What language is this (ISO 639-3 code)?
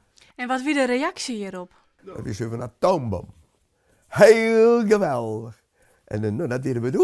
fry